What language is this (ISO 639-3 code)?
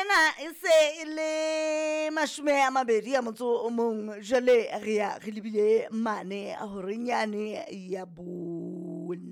sot